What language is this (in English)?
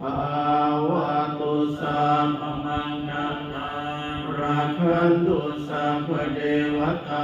Pali